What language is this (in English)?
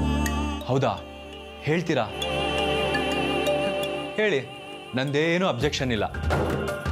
Kannada